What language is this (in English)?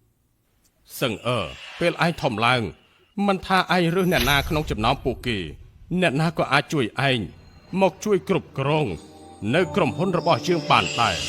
Khmer